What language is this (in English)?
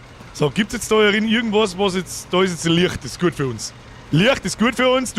Bavarian